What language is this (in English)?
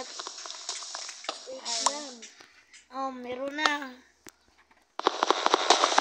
Filipino